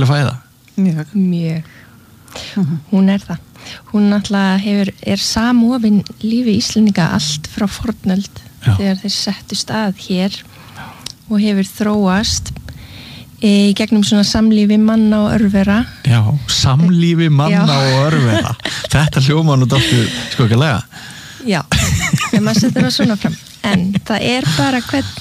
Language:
Icelandic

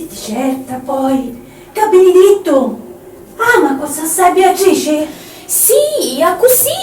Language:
Sicilian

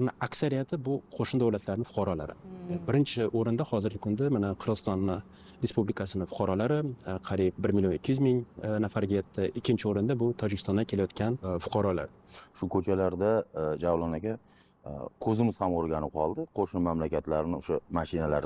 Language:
Uzbek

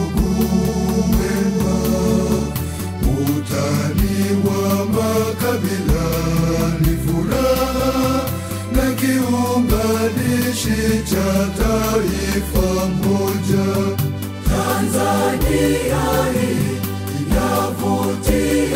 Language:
Swahili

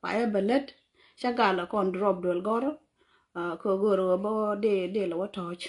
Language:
Nuer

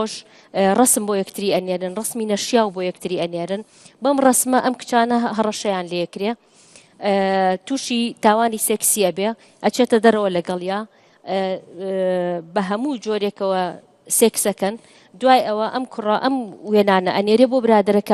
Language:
Central Kurdish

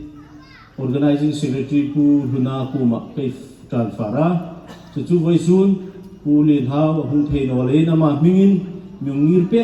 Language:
Hmar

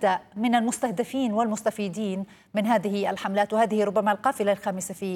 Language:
Arabic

